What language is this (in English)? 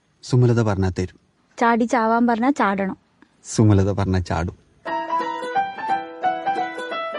Malayalam